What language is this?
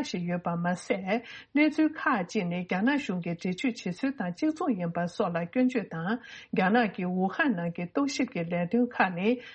Tibetan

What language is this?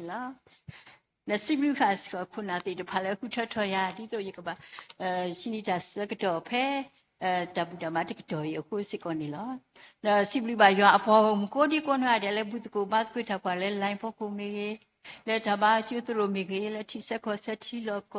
S'gaw Karen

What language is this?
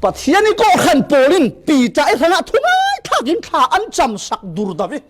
Falam Chin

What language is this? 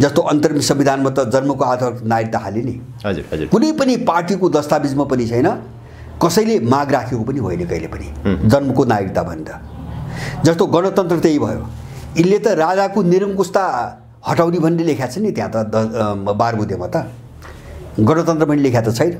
Nepali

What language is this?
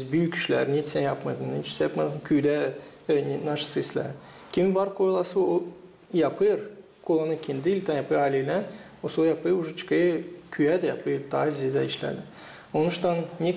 Gagauz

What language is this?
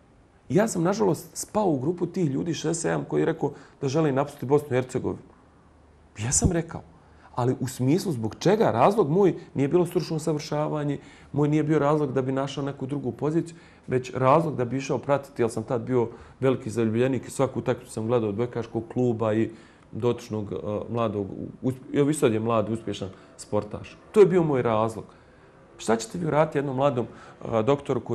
Bosnian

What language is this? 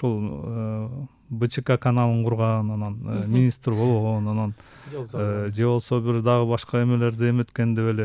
Kyrgyz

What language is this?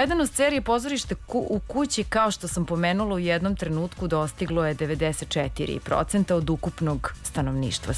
Serbian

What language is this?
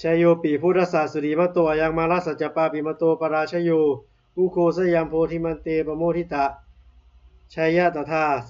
Pali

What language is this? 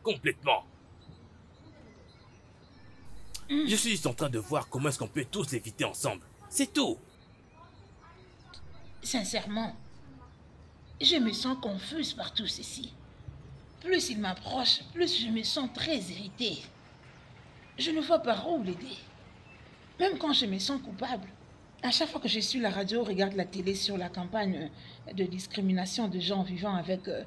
French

